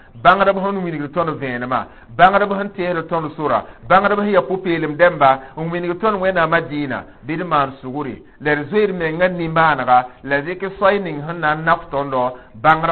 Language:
Mossi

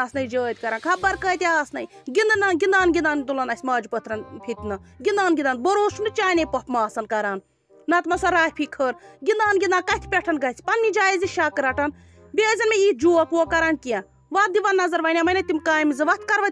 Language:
Kashmiri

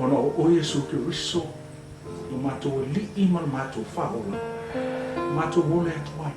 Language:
Samoan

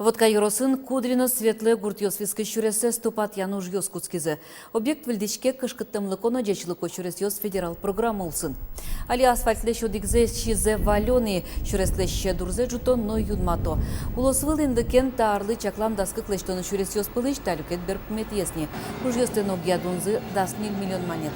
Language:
Udmurt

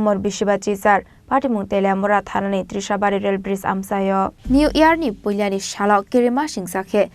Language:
Kok Borok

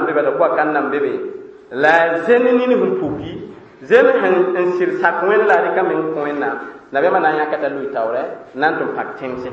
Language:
Mossi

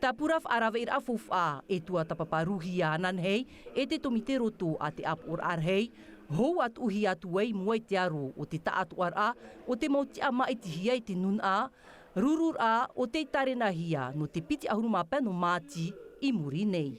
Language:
Tahitian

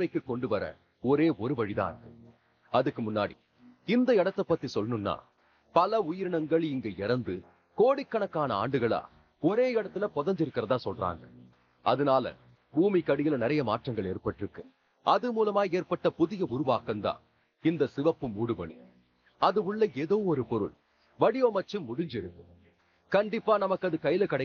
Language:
Tamil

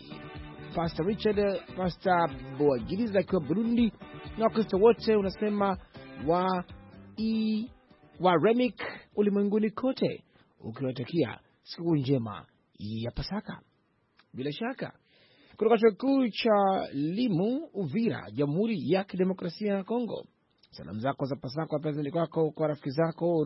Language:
Swahili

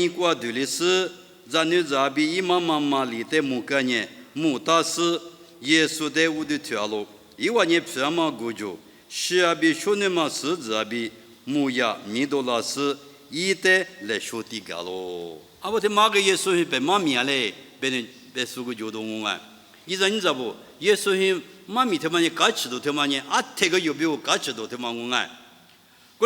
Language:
Lisu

